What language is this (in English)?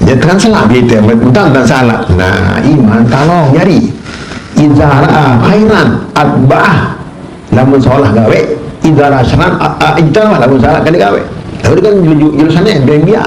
Sasak